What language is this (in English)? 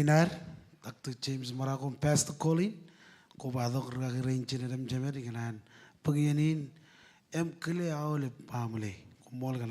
Marshallese